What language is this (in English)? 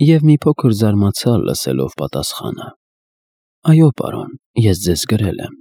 Armenian